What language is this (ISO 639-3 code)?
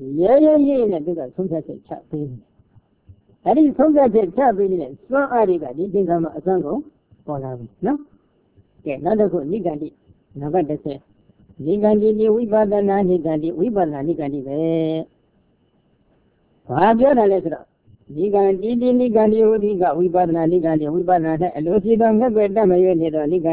mya